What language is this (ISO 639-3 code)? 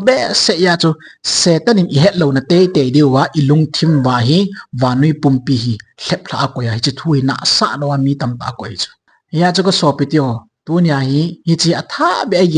tcz